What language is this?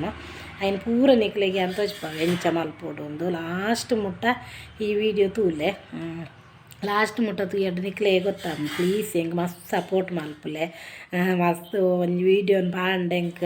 Tulu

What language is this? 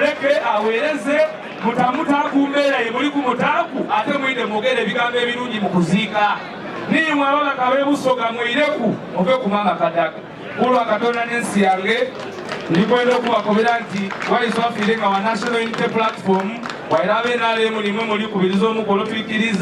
Ganda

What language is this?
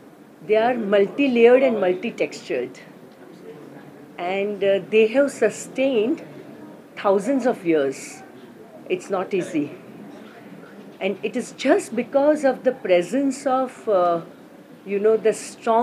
English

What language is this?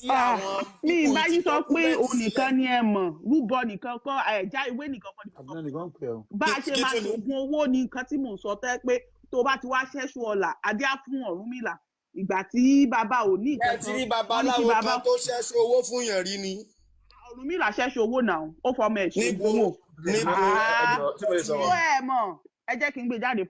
Yoruba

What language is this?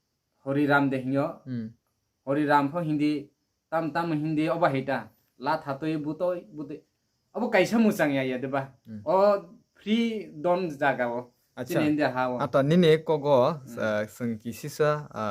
Kok Borok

